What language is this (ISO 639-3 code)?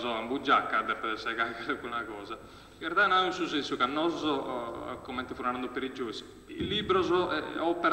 srd